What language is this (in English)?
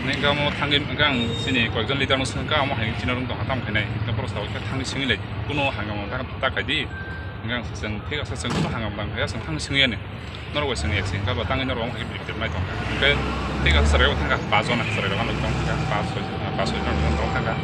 Riang (India)